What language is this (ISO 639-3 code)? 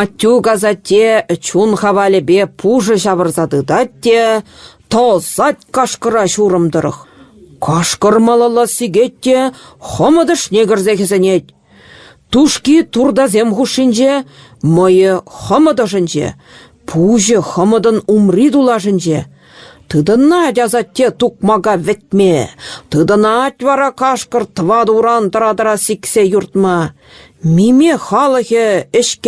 chv